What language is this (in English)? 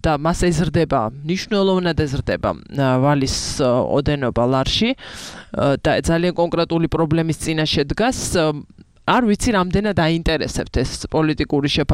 Georgian